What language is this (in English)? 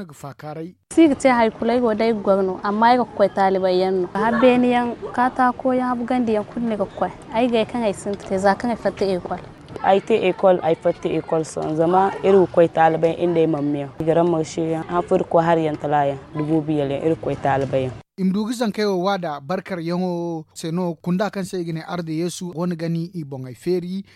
Zarma